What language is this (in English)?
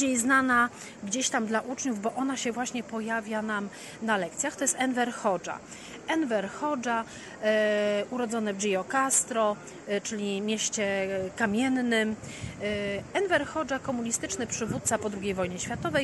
Polish